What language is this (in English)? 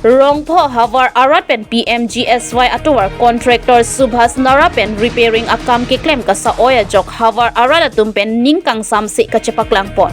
Karbi